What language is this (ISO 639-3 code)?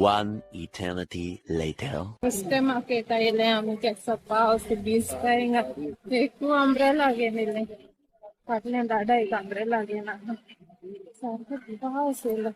kok